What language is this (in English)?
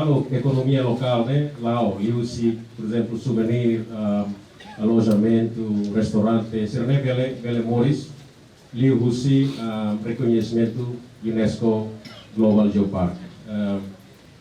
Tetum